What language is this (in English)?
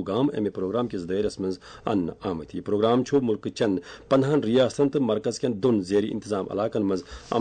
Kashmiri